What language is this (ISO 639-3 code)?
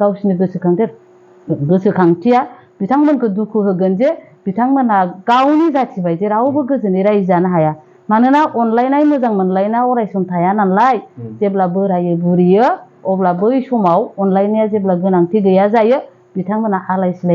brx